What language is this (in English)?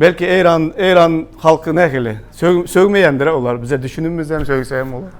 Turkmen